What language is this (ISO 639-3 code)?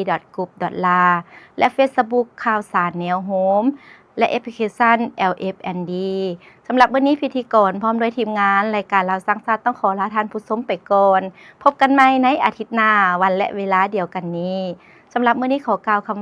lao